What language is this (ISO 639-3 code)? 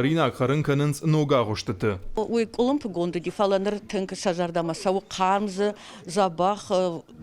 oss